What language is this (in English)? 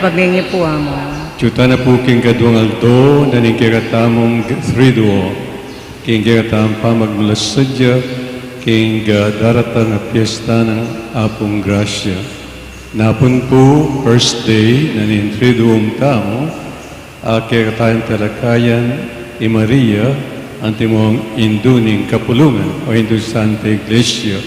Pampanga